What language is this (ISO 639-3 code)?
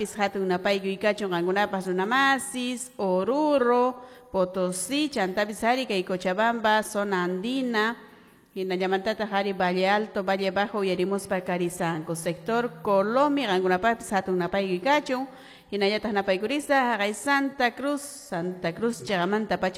que